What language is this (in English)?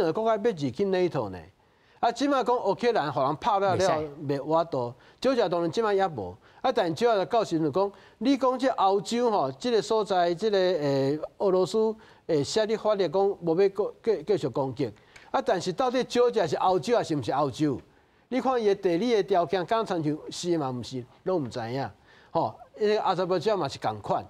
Min Nan Chinese